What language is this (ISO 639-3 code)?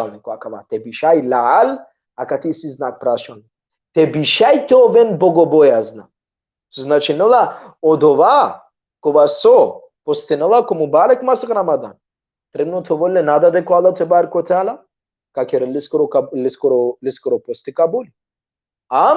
rmn